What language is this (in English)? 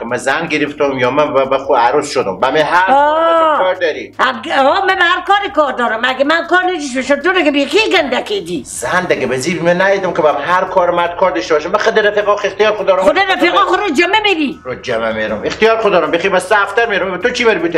Persian